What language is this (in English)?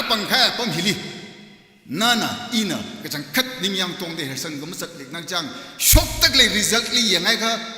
Tangkhul Naga (India)